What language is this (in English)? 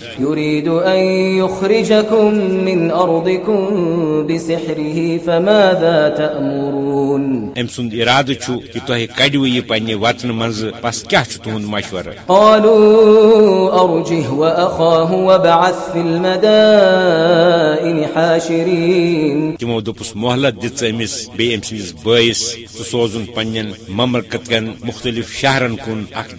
Kashmiri